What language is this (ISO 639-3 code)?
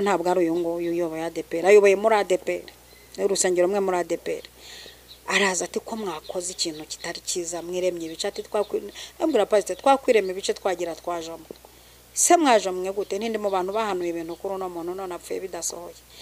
kin